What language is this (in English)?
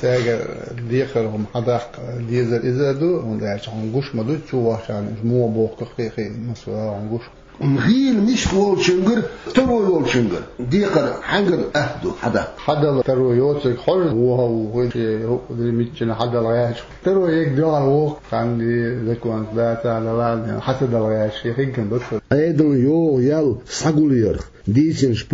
Chechen